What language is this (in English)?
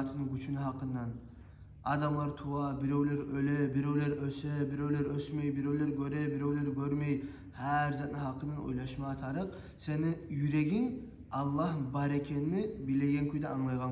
Kumyk